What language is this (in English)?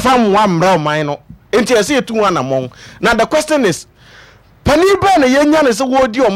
Akan